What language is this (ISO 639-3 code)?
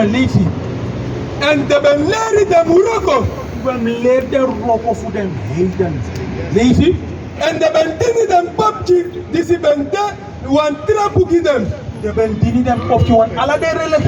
srn